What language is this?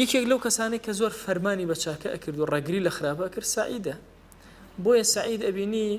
Central Kurdish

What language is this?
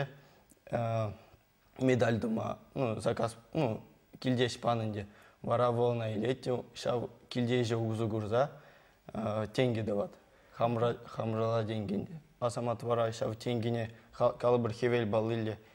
Chuvash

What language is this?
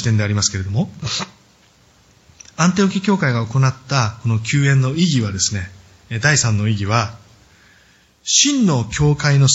Japanese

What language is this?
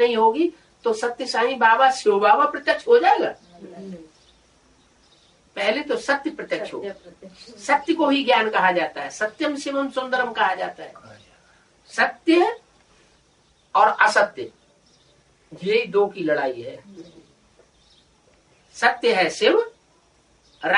Hindi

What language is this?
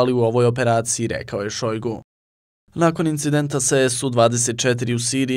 Bosnian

